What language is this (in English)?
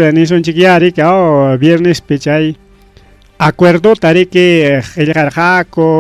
Ayacucho Quechua